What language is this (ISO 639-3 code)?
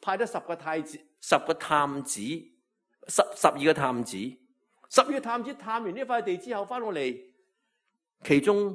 yue